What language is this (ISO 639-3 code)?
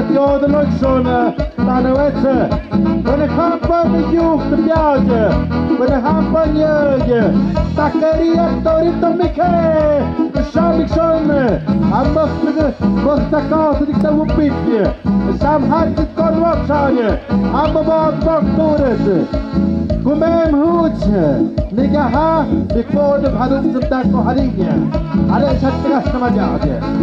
mxp